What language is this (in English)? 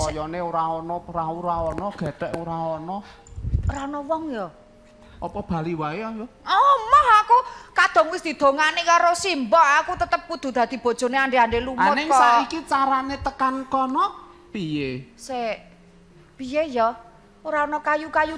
Javanese